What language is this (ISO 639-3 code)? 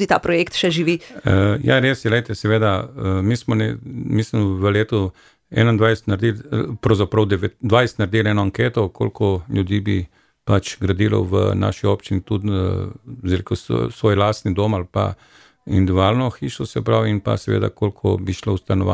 slv